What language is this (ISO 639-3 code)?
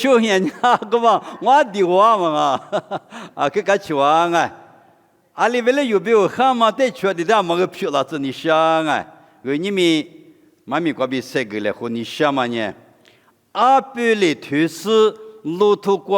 lis